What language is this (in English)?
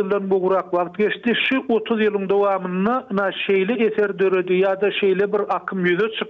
Turkmen